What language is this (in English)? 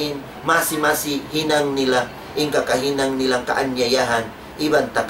Tausug